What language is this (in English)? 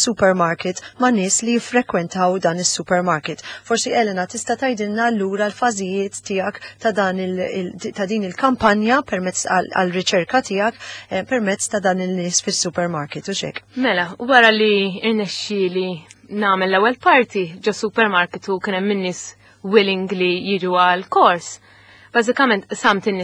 Maltese